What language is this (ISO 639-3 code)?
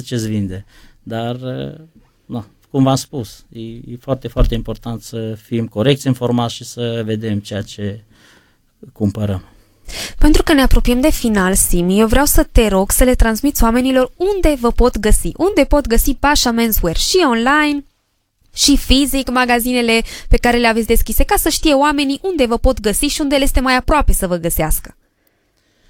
ron